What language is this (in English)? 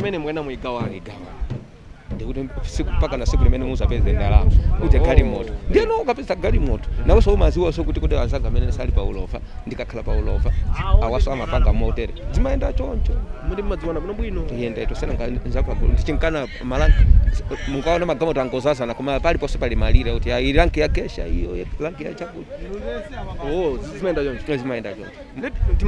Nyanja